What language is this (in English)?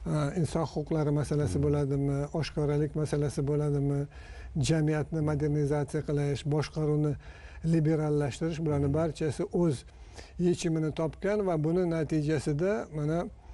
Uzbek